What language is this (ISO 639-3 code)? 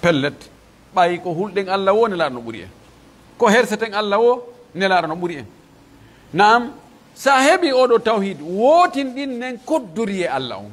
fuf